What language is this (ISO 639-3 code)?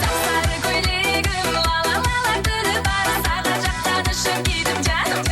kaa